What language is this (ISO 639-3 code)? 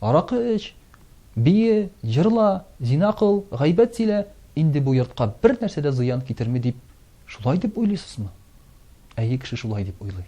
tat